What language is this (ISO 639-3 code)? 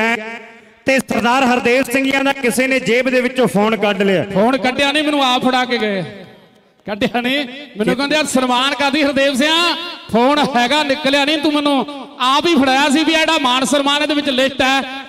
pan